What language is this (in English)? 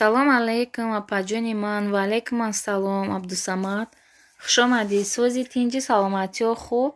Tajik